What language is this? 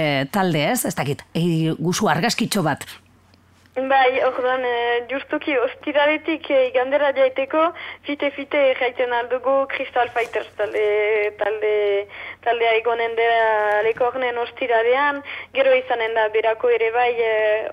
Basque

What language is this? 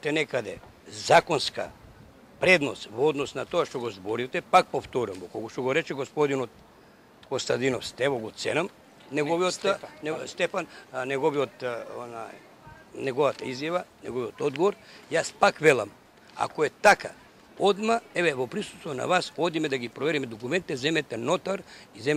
Macedonian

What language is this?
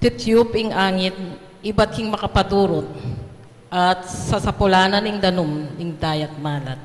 Pampanga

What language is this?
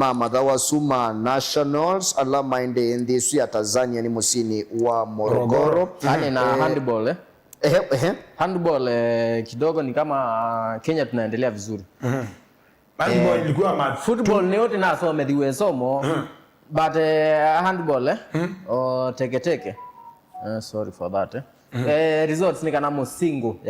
Kamba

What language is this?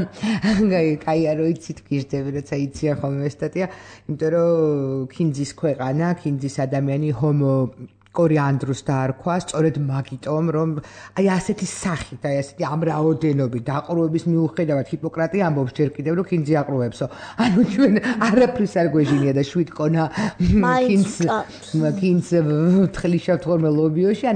Georgian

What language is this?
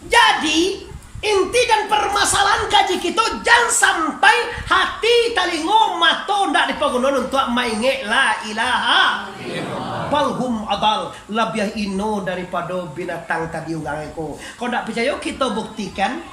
Minangkabau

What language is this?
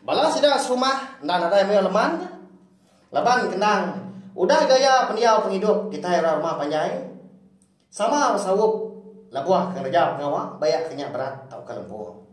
Iban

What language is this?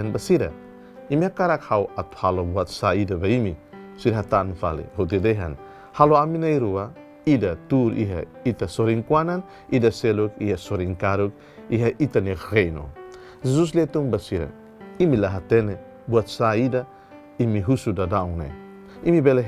Tetum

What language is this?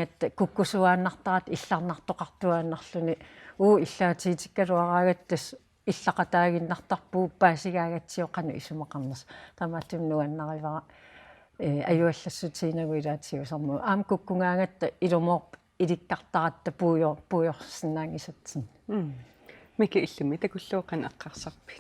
Kalaallisut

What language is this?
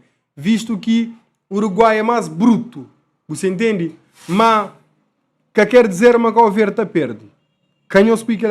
Kabuverdianu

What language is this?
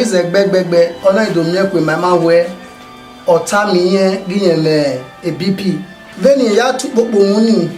Bini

